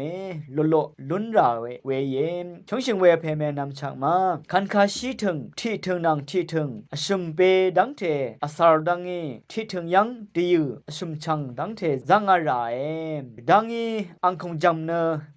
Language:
Rawang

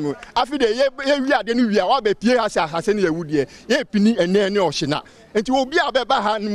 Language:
Akan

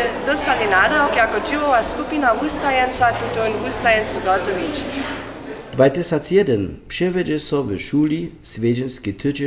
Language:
Upper Sorbian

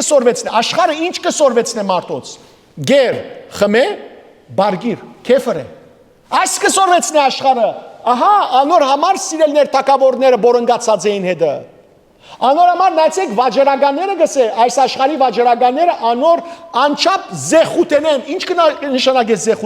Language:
Western Armenian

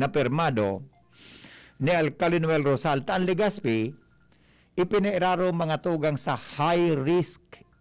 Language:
Bikol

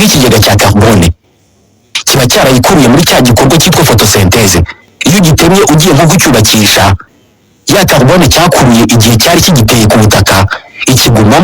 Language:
Kinyarwanda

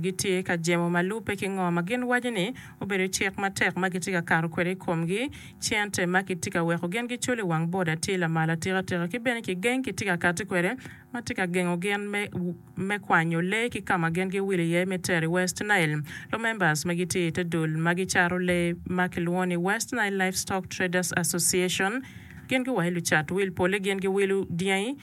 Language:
Acoli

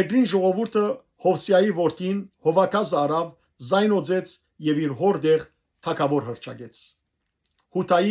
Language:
Western Armenian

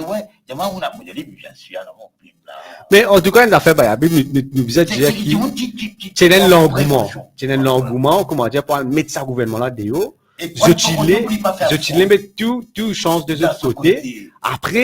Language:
Morisyen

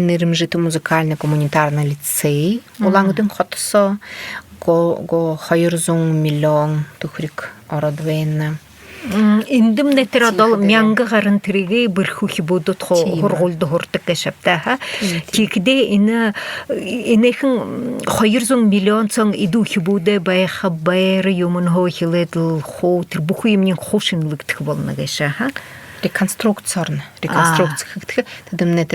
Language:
Buriat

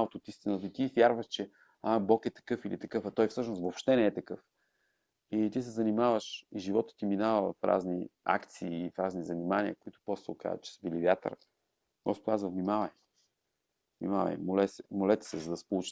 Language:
Bulgarian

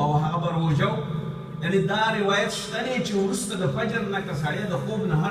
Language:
Pashto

